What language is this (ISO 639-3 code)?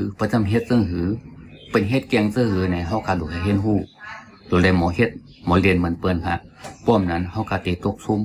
shn